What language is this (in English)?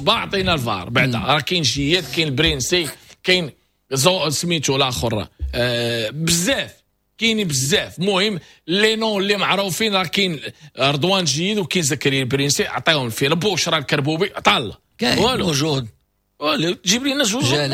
Moroccan Arabic